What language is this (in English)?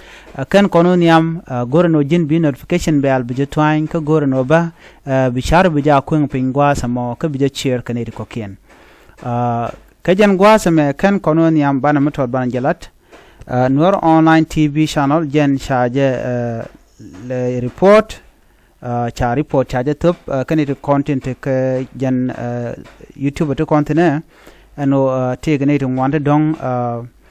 Nuer